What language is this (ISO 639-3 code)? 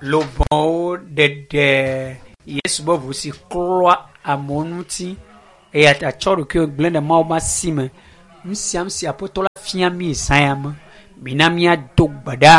ewe